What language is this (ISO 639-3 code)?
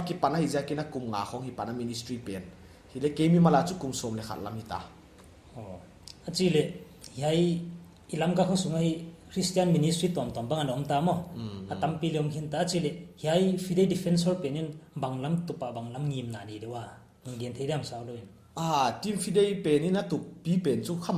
pck